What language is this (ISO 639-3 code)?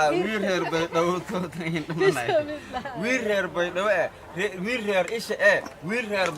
som